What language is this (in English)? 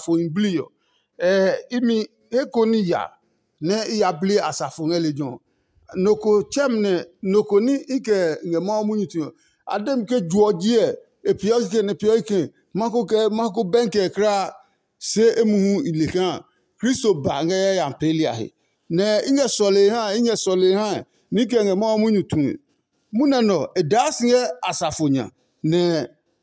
Adangme